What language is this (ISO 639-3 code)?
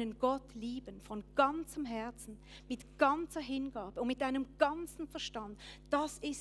gsw